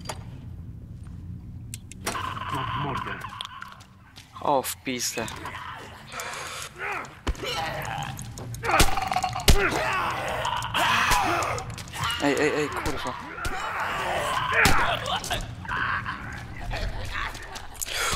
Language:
Polish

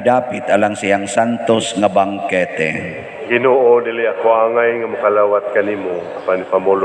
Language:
Cebuano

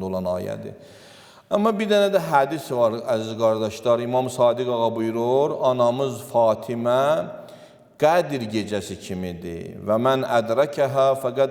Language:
Azerbaijani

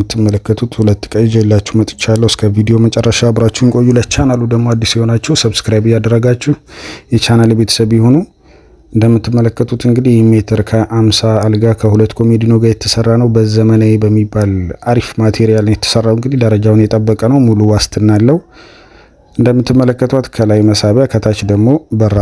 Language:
Amharic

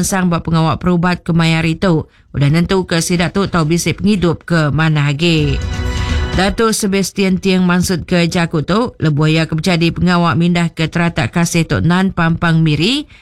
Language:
Iban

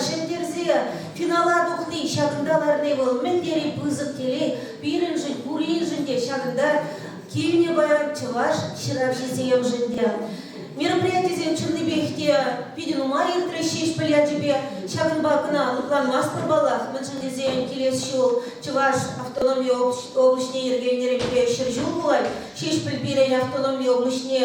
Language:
Chuvash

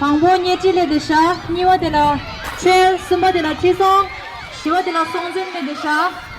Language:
Tibetan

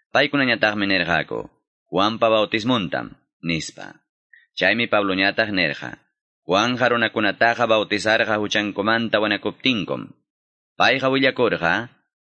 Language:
Quechua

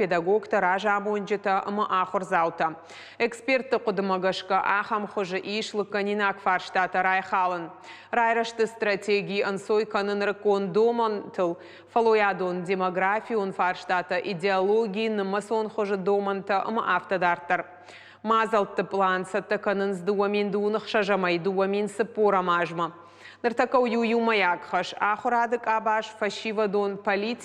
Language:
Ossetic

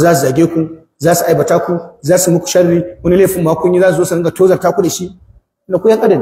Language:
Hausa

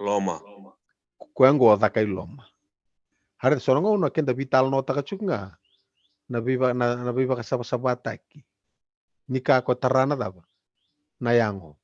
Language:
Fijian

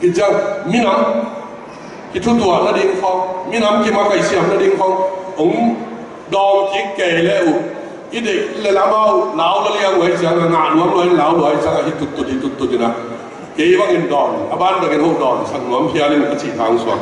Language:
Tedim Chin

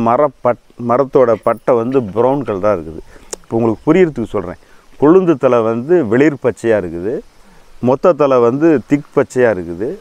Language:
Tamil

